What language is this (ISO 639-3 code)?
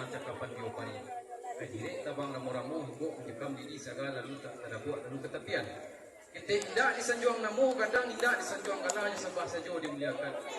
min